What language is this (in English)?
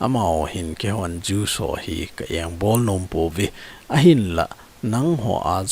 Thado Chin